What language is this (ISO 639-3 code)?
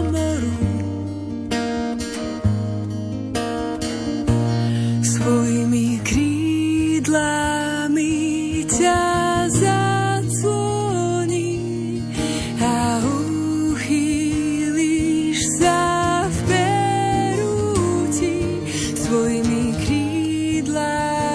slk